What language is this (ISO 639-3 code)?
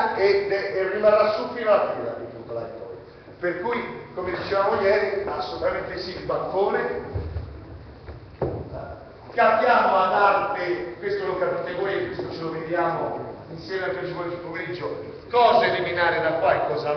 ita